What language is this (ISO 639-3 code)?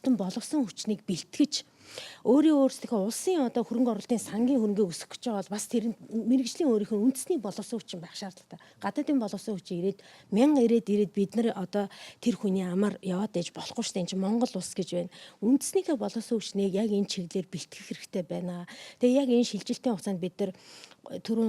mon